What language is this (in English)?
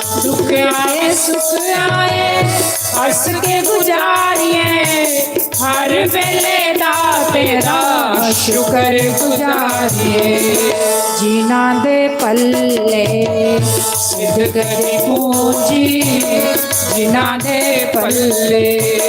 Dogri